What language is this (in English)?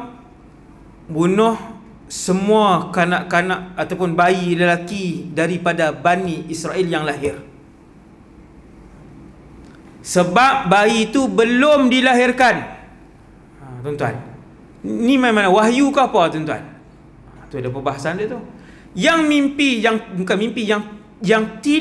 Malay